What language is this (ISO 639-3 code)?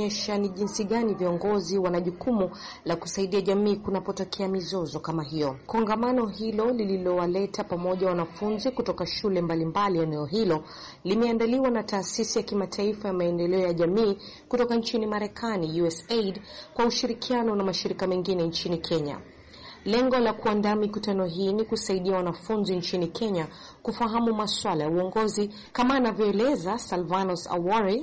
swa